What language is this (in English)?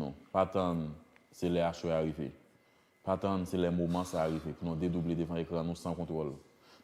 Haitian Creole